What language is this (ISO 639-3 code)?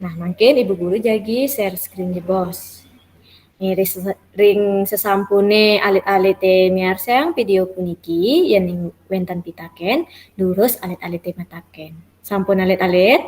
ban